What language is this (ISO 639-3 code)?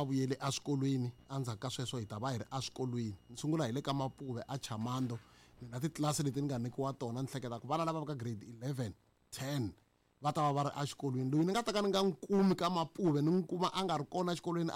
tso